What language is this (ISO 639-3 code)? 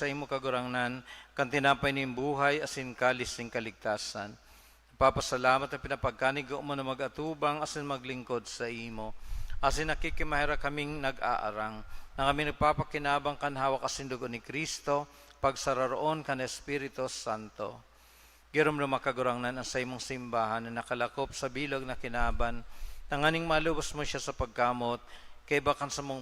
bik